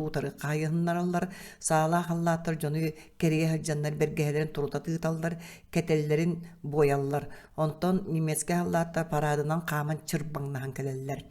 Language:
Yakut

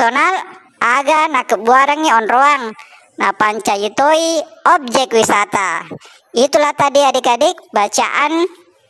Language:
Buginese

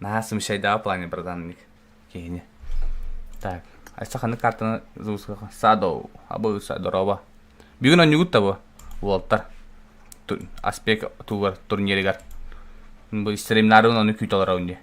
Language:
Yakut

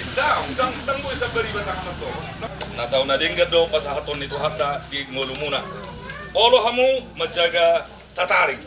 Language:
Batak Karo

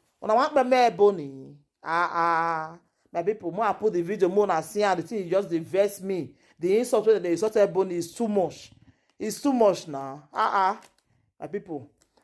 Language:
Nigerian Pidgin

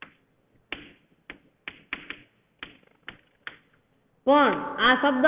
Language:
Gujarati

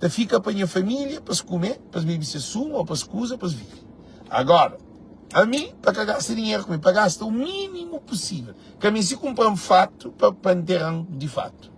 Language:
Kabuverdianu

